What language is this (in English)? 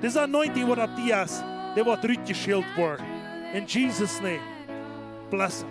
Plautdietsch